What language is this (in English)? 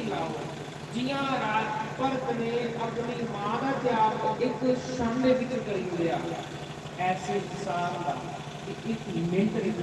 Dogri